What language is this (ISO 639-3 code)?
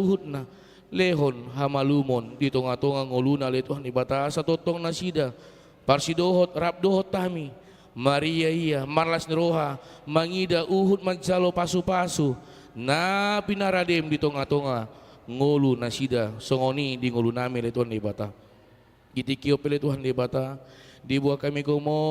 bbc